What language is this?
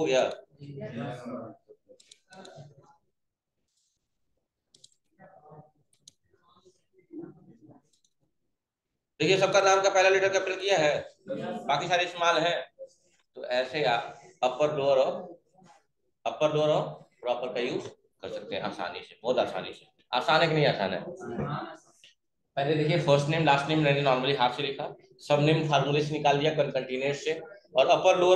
Hindi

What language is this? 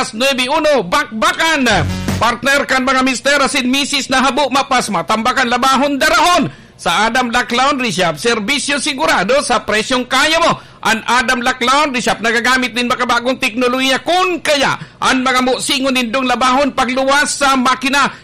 Bikol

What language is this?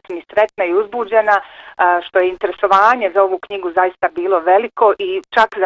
Bosnian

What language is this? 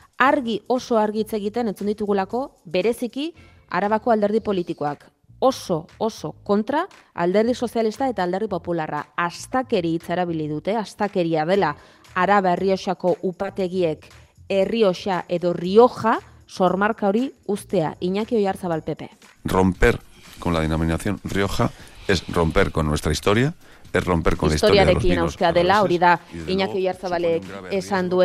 Basque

